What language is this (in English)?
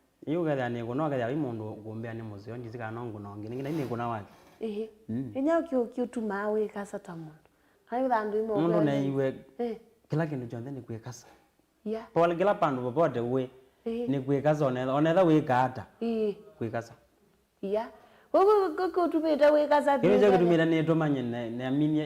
Kamba